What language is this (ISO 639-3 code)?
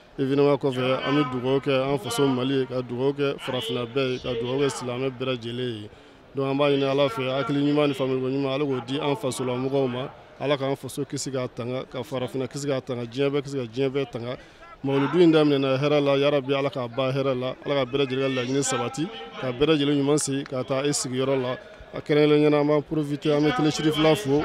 bam